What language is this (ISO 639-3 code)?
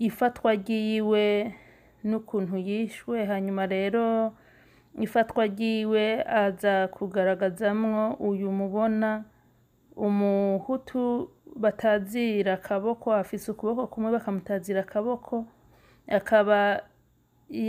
run